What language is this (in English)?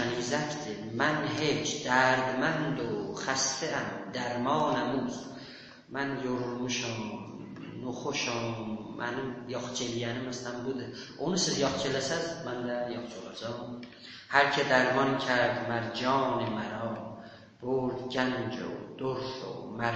South Azerbaijani